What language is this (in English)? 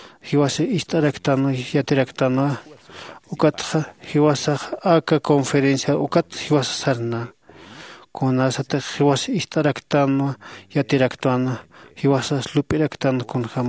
Aymara